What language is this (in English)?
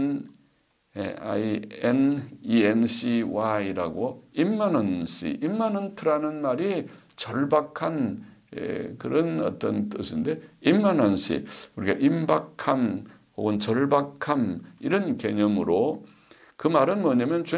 Korean